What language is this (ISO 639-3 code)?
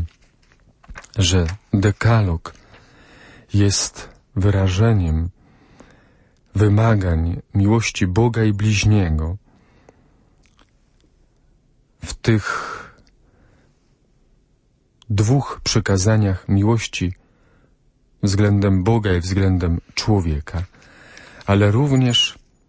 pol